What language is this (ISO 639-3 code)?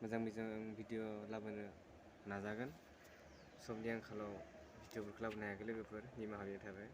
brx